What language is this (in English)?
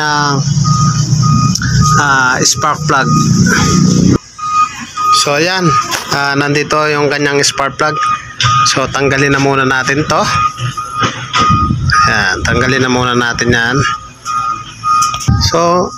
Filipino